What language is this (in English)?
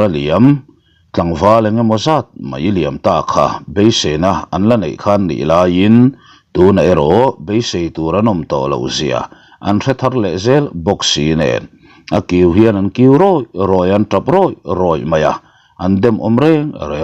Mizo